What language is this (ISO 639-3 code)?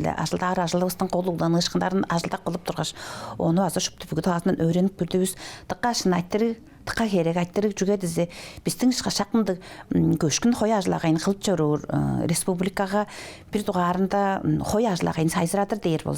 tyv